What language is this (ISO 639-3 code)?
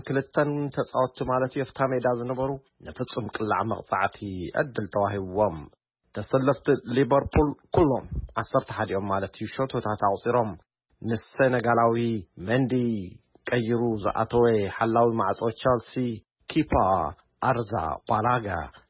tir